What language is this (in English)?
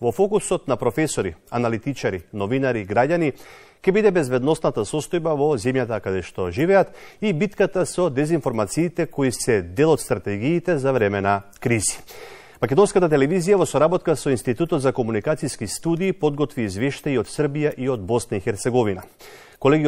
Macedonian